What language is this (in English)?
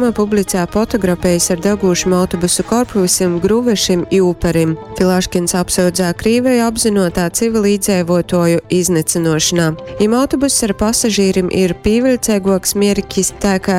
Latgalian